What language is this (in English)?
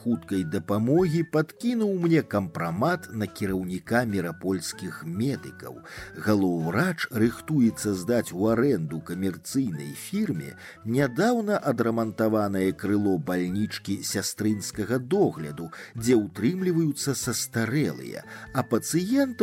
Belarusian